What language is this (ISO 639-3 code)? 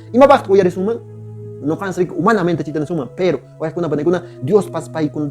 que